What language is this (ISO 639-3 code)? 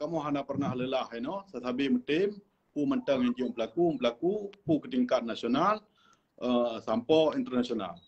ace